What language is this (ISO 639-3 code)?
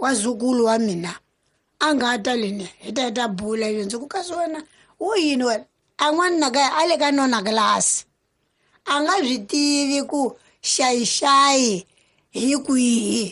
tso